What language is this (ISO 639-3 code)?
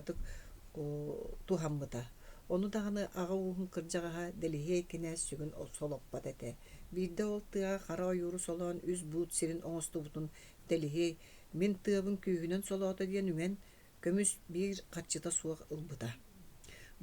sah